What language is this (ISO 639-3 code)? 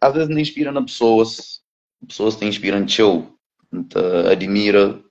kea